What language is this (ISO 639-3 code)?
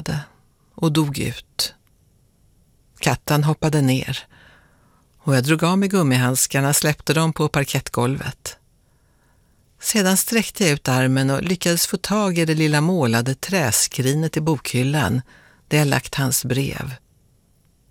swe